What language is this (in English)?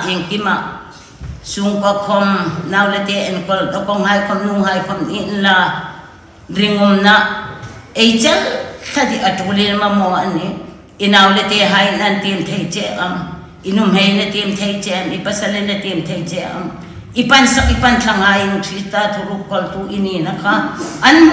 Hmar